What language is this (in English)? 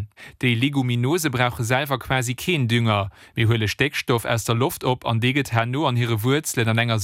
Luxembourgish